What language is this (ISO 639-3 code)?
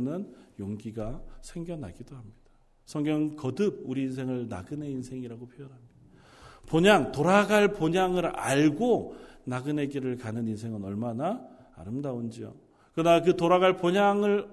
kor